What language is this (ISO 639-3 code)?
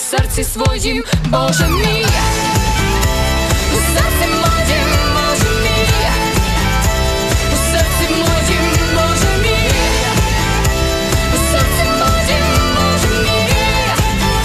ukr